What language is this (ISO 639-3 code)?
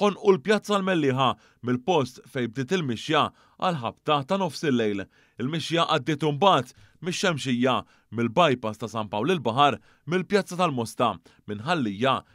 mlt